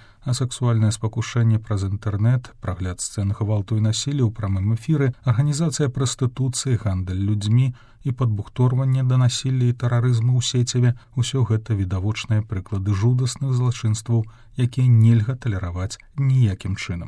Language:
Belarusian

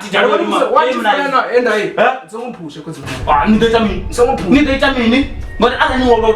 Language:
Venda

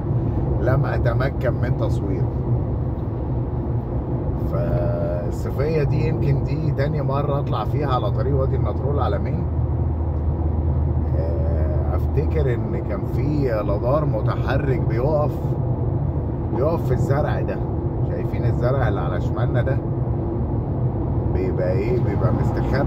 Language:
Egyptian Arabic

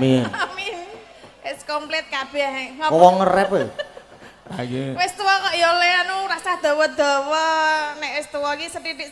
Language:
Javanese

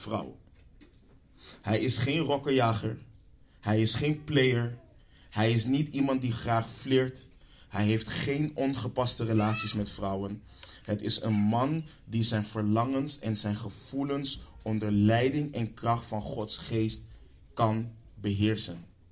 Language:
Dutch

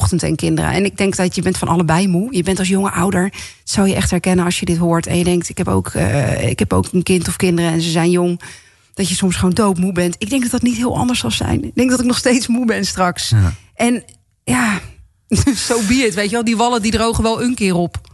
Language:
Dutch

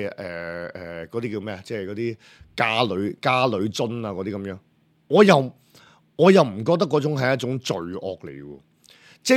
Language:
Cantonese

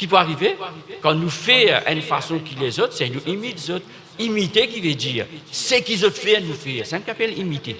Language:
Morisyen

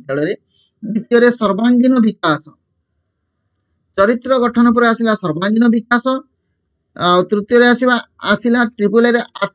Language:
Odia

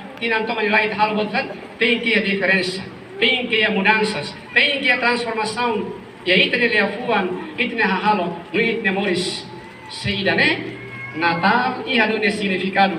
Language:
Tetum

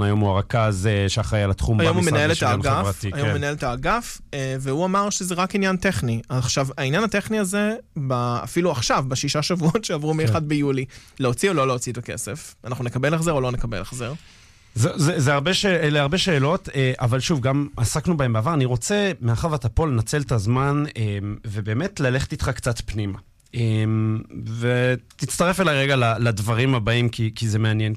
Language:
Hebrew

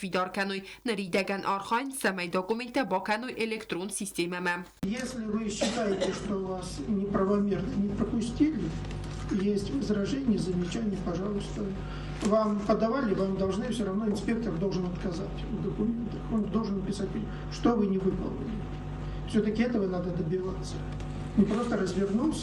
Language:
Ossetic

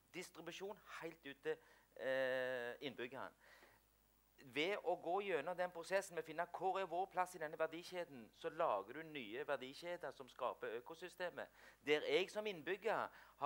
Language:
Norwegian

